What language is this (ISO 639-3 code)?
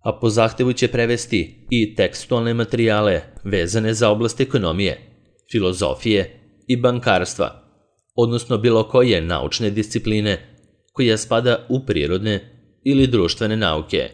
srp